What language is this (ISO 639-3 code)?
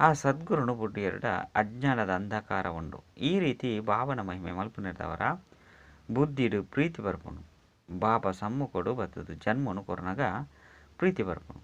tcy